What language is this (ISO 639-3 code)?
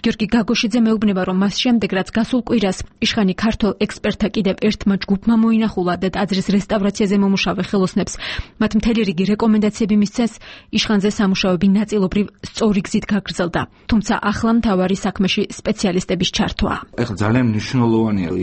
kat